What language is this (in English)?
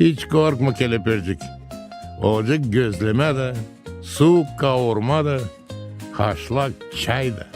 Gagauz